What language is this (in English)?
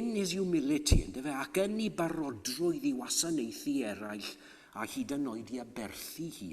Welsh